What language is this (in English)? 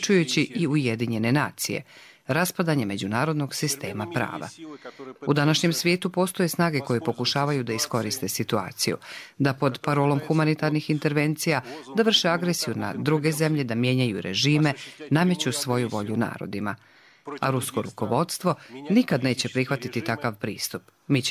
Serbian